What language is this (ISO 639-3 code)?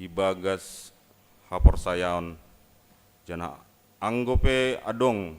bts